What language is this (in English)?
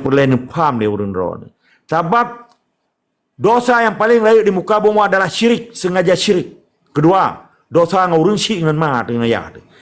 Achinese